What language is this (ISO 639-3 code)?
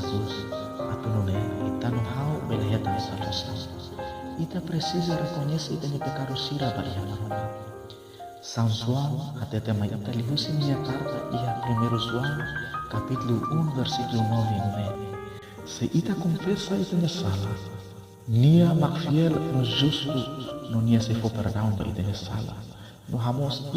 tet